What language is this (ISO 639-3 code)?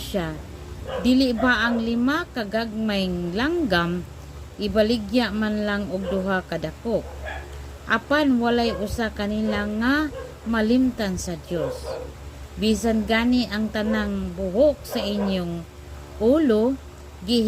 ceb